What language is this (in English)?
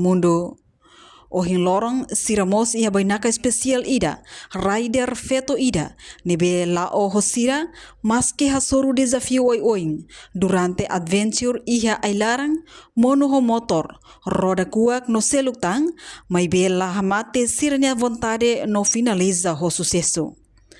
Tetum